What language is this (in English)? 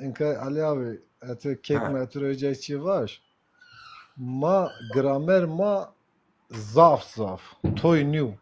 Zaza